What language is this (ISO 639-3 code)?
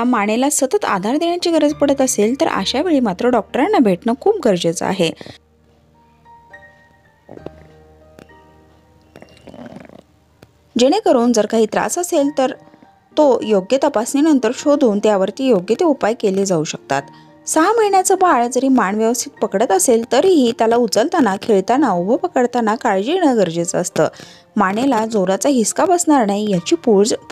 mar